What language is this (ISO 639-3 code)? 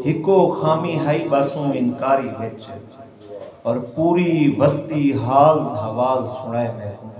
skr